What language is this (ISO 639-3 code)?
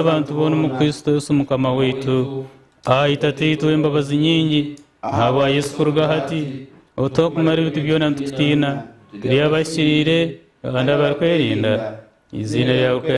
nyn